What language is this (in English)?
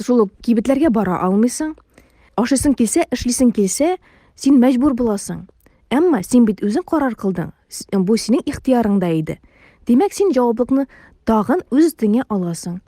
Tatar